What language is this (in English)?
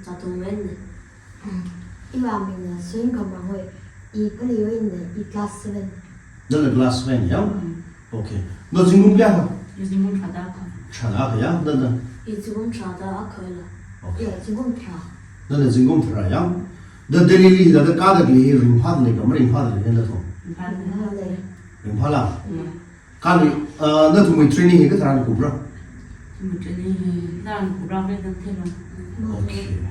Tangkhul Naga (India)